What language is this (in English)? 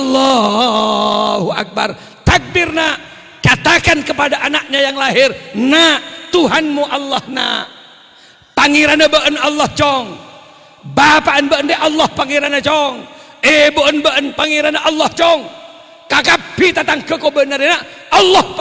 Madurese